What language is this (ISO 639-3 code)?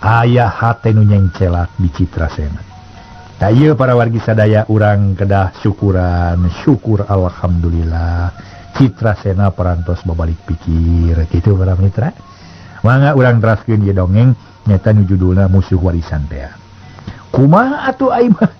sun